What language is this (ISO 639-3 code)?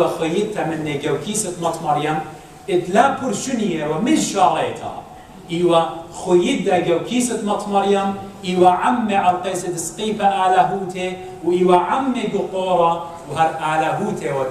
aii